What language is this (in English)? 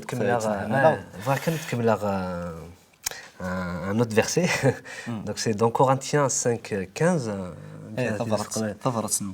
Kabyle